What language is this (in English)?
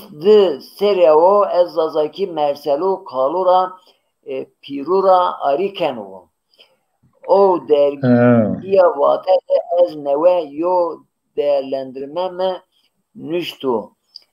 Zaza